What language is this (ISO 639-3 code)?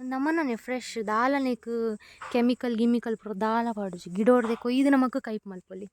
tcy